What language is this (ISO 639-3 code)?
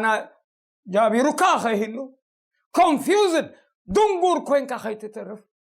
tir